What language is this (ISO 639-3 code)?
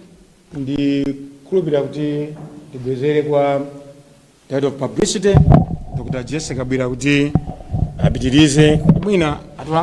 nya